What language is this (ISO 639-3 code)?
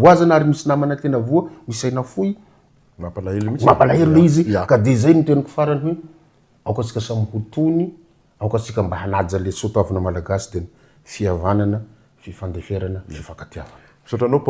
mlg